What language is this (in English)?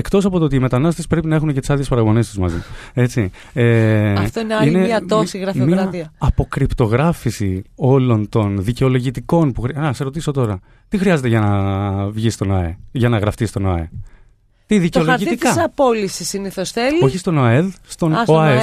Greek